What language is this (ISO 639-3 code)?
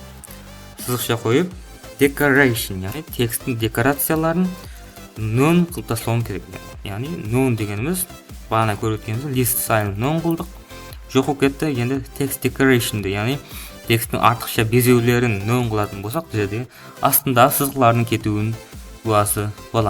kaa